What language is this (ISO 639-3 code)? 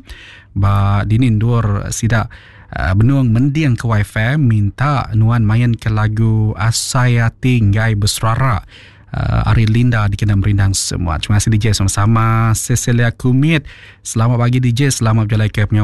iba